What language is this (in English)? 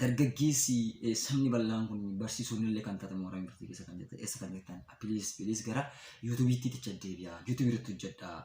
Oromo